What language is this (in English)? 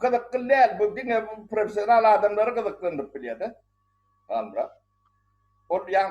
Turkmen